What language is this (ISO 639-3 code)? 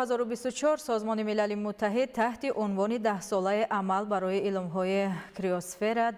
tgk